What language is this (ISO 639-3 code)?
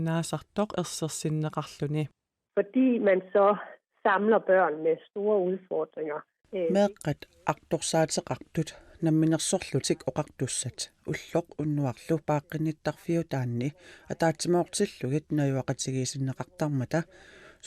kal